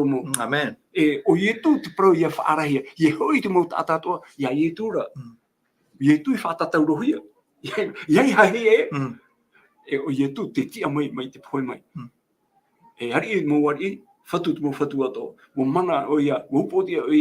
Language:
Tahitian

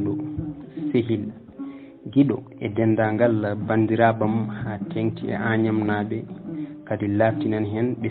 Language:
Fula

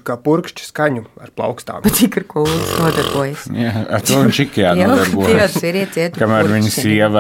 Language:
Latvian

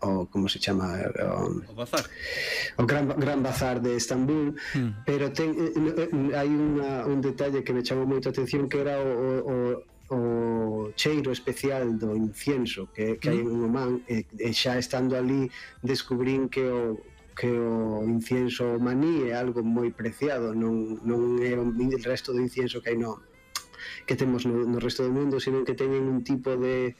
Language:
Galician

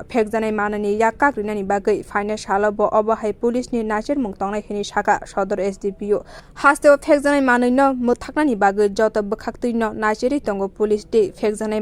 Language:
Kok Borok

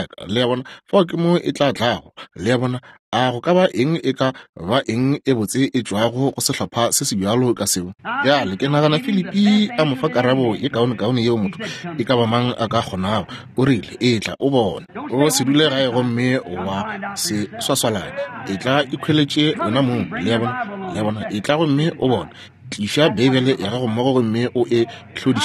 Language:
Northern Sotho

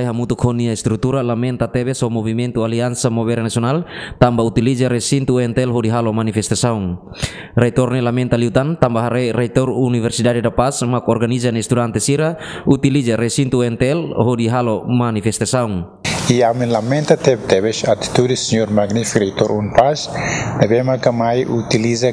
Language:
Tetum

